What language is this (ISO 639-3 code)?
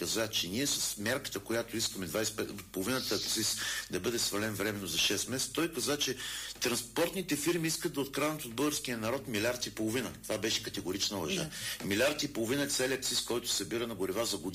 bul